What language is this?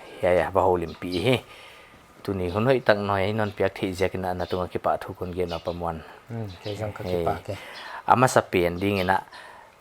Paite Chin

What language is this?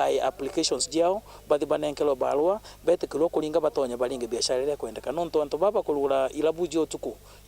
Meru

